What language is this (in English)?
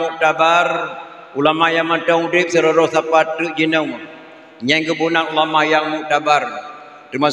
Achinese